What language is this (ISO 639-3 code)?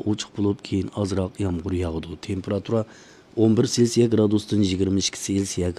uig